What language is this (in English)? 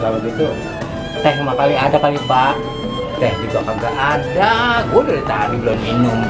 Betawi